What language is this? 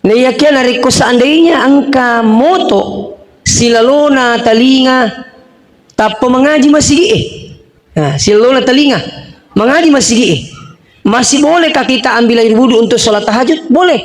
Buginese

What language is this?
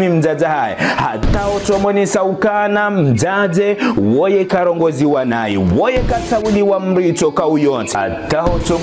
Ngazidja Comorian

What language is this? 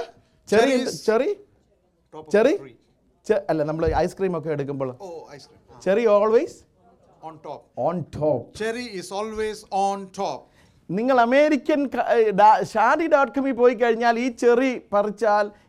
Malayalam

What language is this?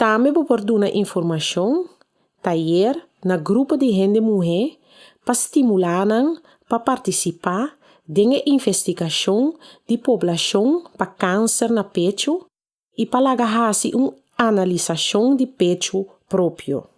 Papiamento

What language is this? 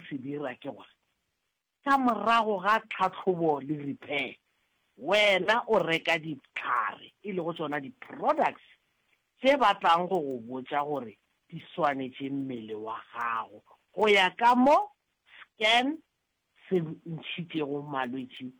Northern Sotho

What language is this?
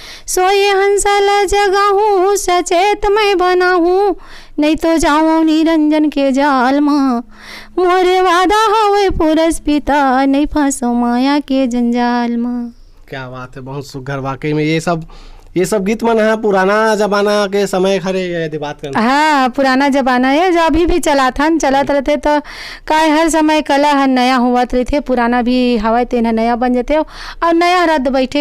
Chhattisgarhi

